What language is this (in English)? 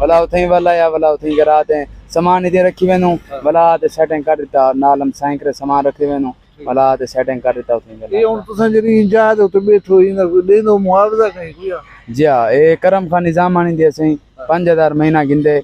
Saraiki